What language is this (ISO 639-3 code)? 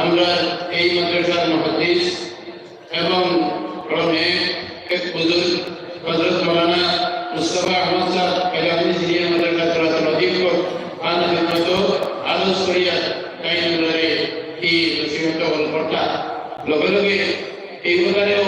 syl